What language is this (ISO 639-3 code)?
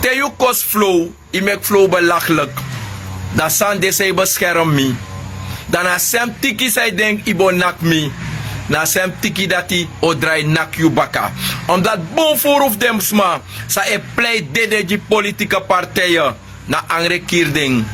srn